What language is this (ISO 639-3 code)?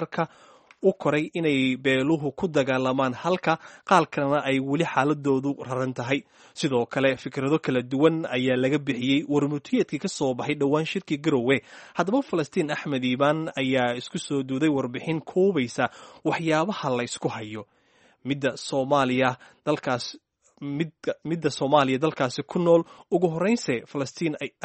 som